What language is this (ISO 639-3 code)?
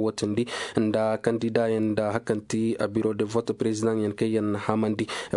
ses